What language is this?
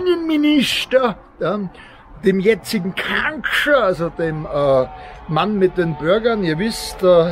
German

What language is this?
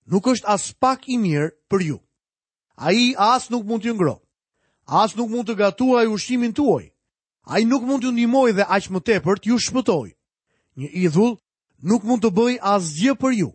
Albanian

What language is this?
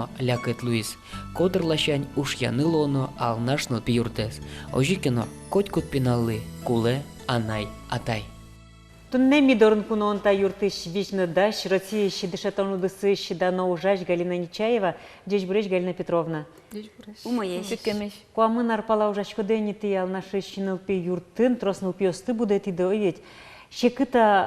Udmurt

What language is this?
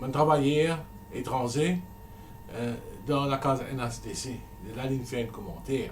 Morisyen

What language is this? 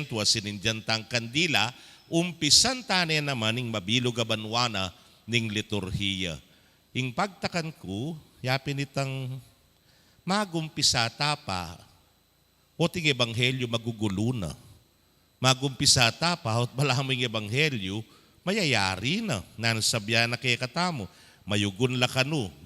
Pampanga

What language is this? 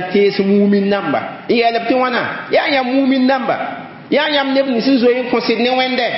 Mossi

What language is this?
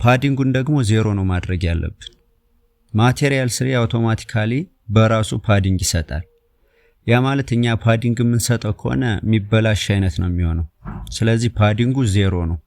Amharic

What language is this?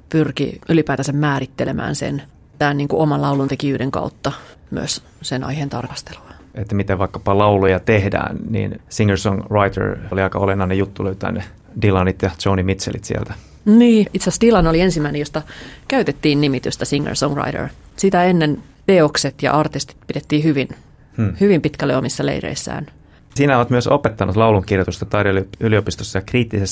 Finnish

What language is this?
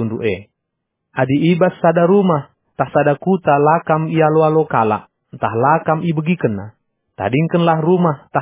Batak Karo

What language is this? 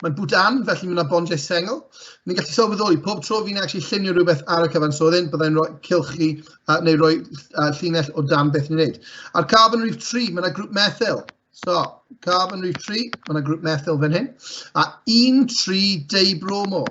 Welsh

